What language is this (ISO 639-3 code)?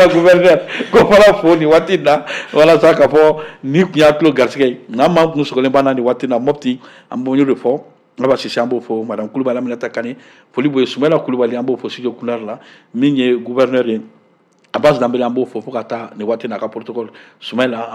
bam